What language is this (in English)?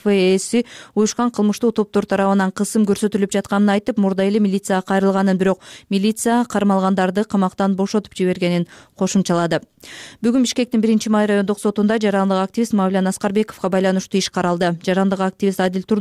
Kyrgyz